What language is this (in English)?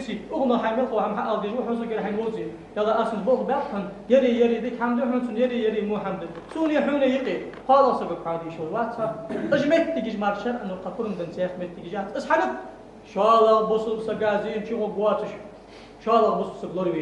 Ingush